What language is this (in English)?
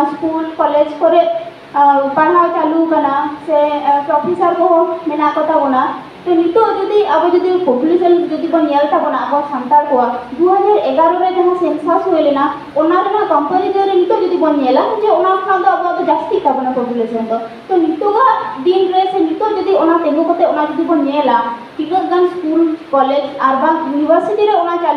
Santali